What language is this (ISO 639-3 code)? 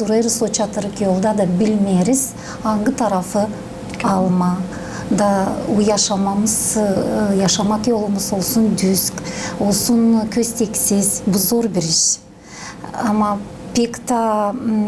gag